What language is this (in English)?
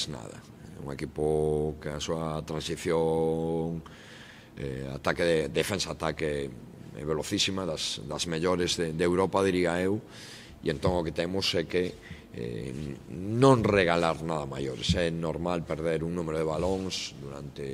Galician